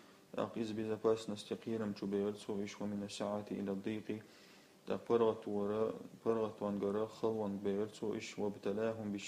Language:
Chechen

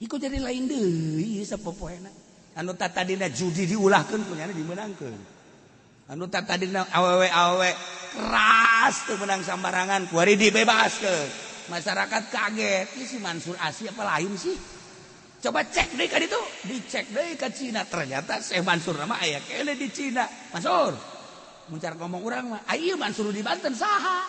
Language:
Sundanese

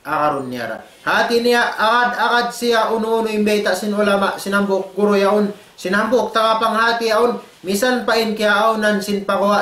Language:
Tausug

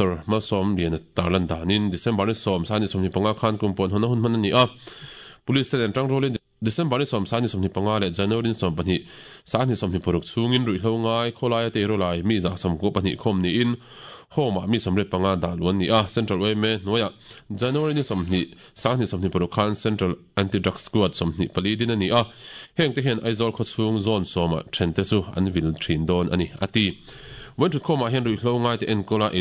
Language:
Mizo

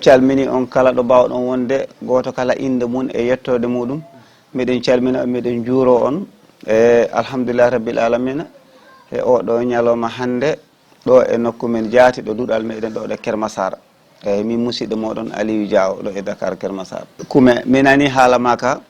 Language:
Fula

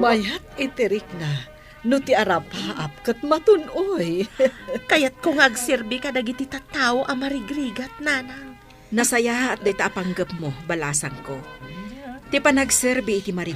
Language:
Iloko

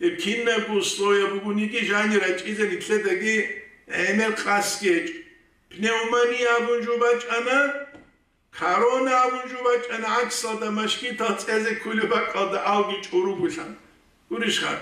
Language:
Avaric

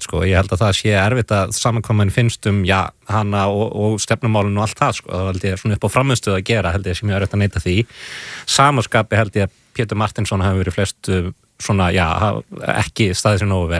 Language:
Icelandic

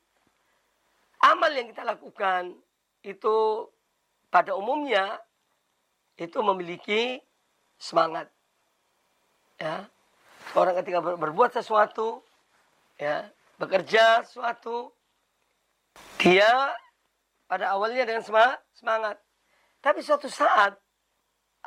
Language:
Indonesian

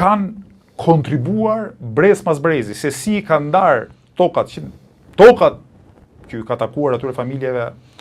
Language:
Albanian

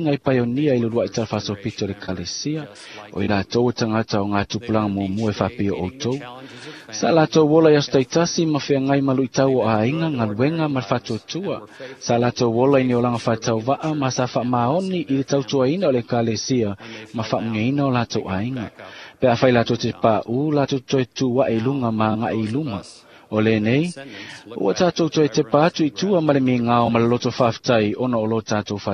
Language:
Samoan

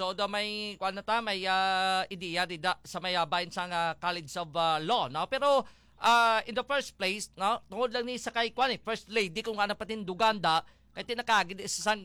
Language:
Hiligaynon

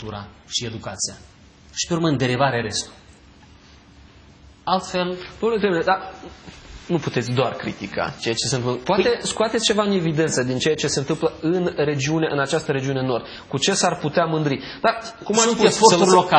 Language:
Romanian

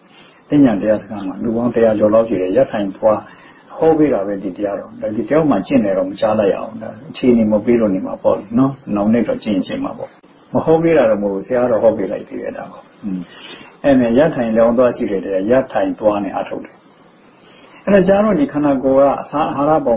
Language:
Burmese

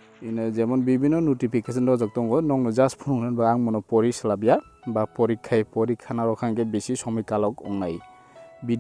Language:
Kok Borok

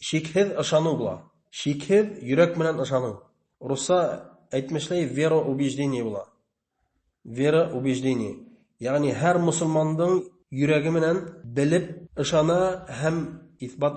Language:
Bashkir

